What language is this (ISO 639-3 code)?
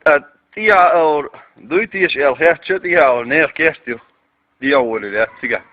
che